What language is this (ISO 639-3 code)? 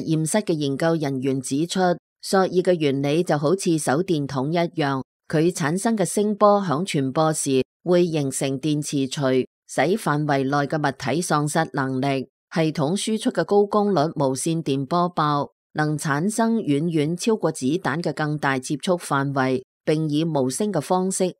yue